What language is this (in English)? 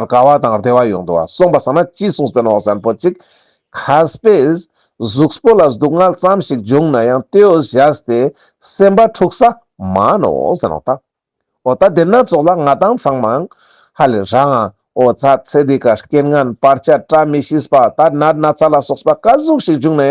Ladakhi